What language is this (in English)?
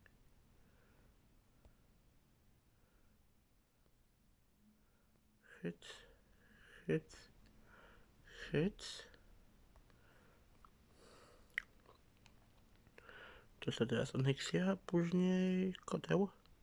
Polish